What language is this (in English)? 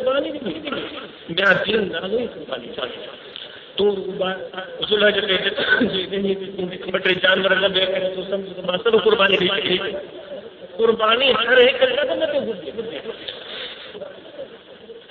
Sindhi